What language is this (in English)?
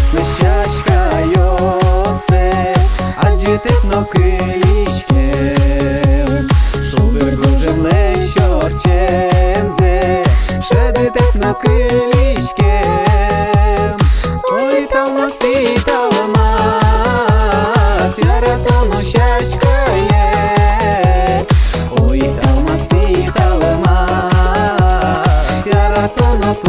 Udmurt